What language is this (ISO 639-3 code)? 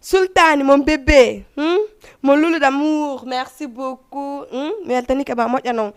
ful